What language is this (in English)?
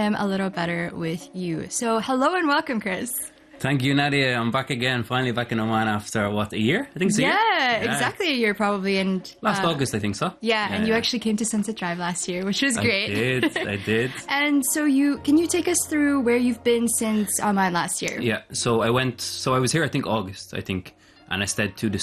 English